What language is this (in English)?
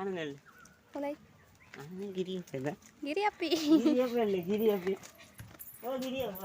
Tulu